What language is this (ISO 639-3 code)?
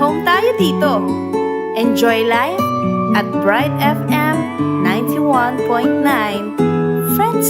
pam